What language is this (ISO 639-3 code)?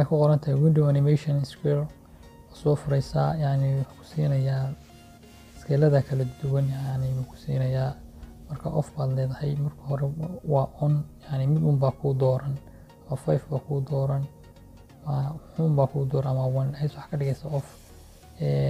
som